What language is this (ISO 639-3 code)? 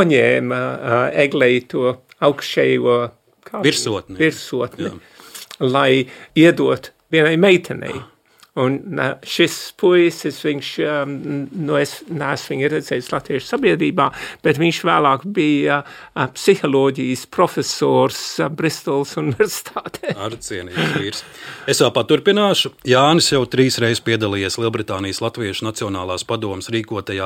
lav